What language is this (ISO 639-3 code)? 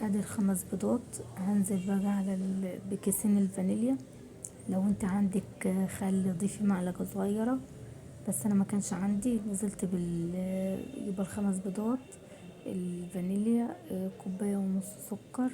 arz